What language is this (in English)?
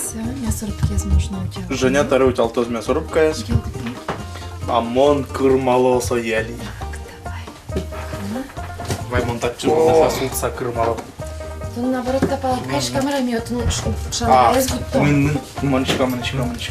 Udmurt